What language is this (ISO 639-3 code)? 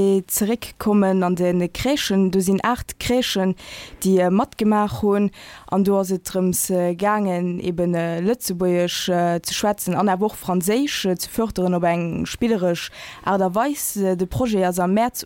ltz